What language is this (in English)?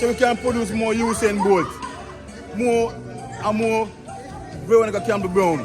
Jamaican Creole English